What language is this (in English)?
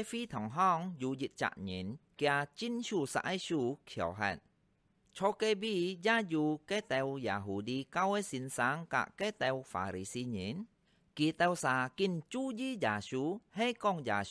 Hakka Chinese